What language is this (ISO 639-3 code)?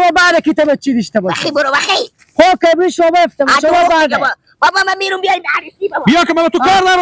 fas